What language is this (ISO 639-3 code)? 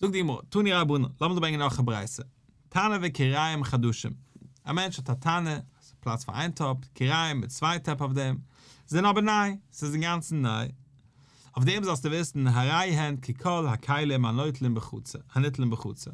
yid